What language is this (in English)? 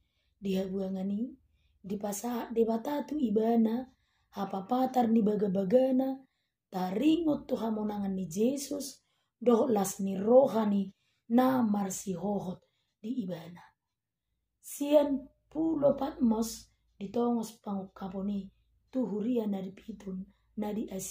Batak Toba